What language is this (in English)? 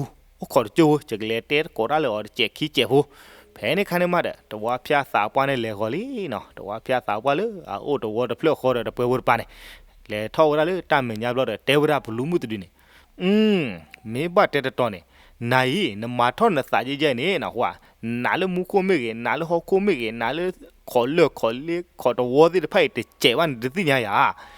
S'gaw Karen